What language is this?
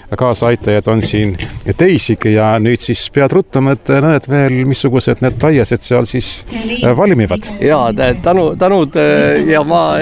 Estonian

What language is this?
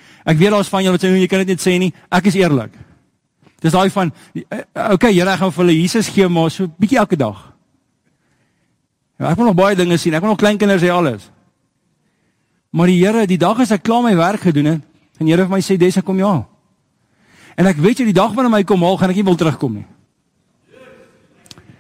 Afrikaans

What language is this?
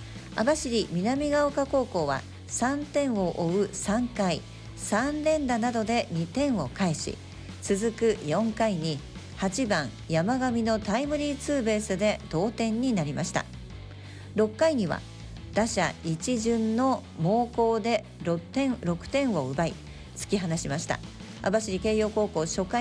Japanese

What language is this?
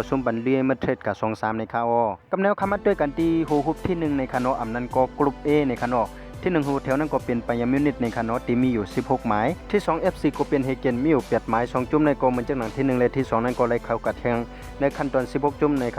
Shan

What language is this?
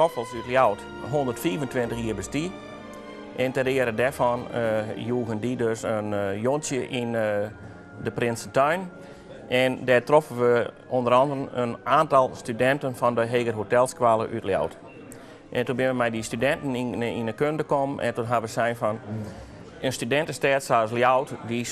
Western Frisian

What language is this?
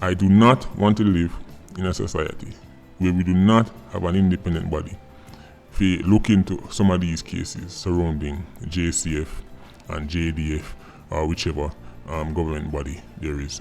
Jamaican Creole English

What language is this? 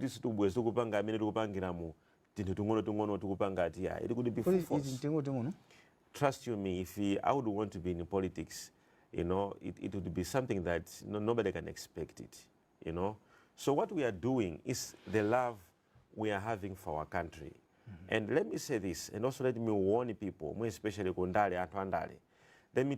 Nyanja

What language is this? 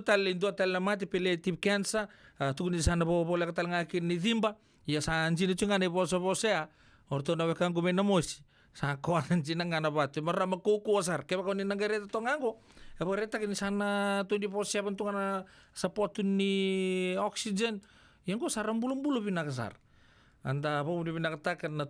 Fijian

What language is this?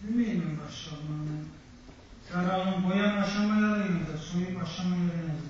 Kumyk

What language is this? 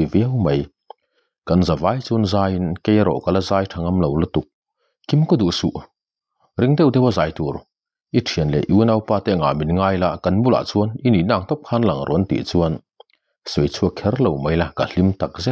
Mizo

